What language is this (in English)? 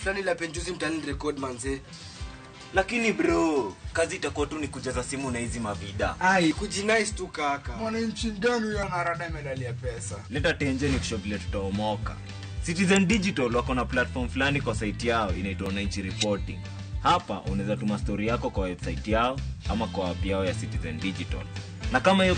Luo (Kenya and Tanzania)